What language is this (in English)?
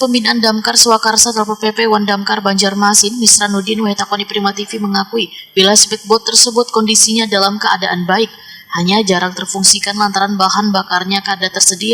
Banjar